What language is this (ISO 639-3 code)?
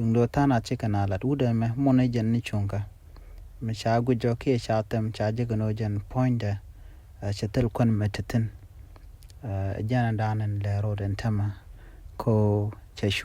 nus